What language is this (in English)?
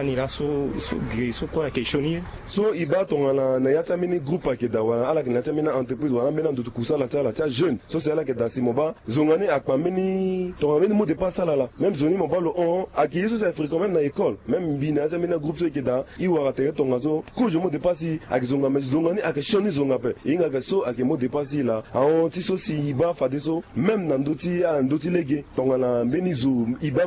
Sango